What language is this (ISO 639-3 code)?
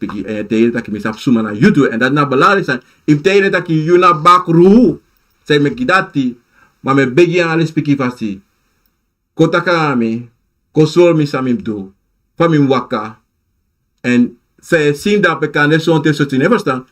srn